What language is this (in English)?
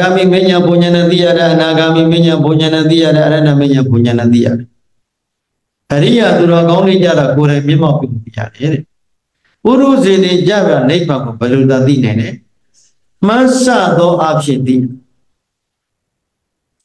Burmese